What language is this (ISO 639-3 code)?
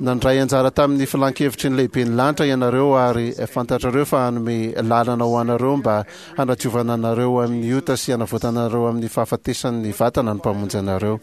mlg